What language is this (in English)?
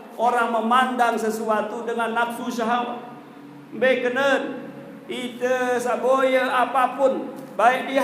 Sasak